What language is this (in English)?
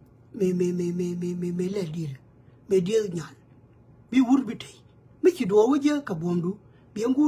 Nuer